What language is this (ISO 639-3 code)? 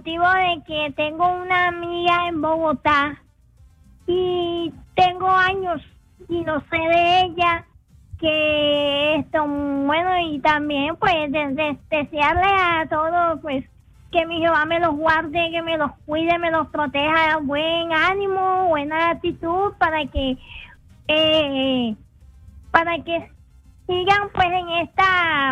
spa